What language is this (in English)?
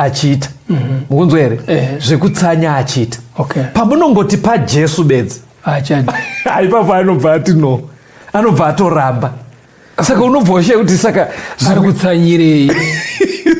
Shona